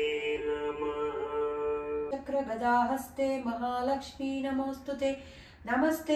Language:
Kannada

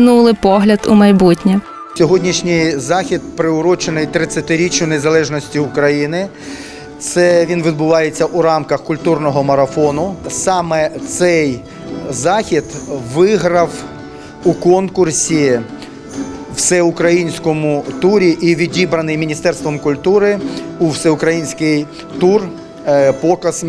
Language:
Ukrainian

